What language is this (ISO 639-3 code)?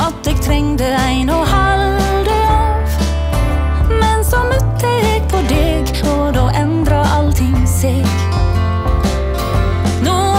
nor